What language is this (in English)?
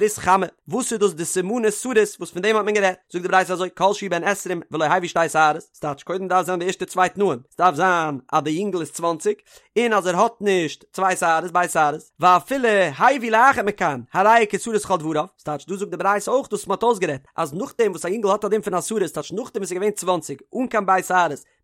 Yiddish